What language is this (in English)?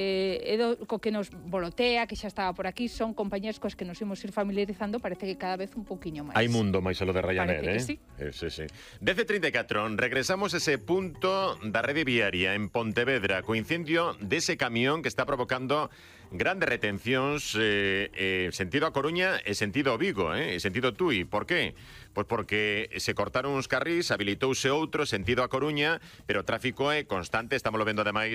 Galician